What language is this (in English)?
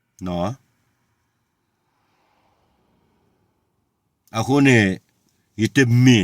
S'gaw Karen